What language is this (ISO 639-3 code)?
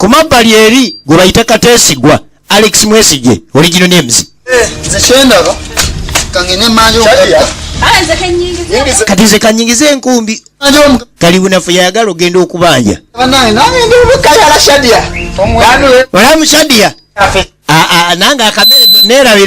lug